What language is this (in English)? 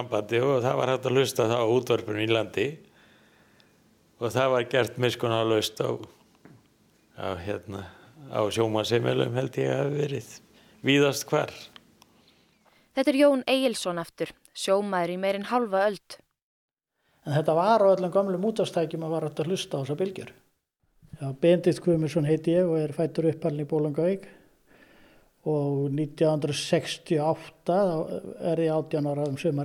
Icelandic